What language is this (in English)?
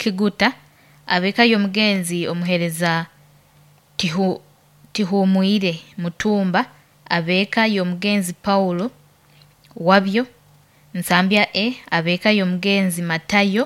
Nyoro